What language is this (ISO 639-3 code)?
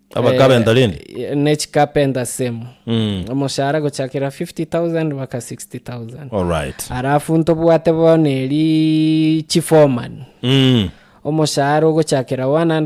guz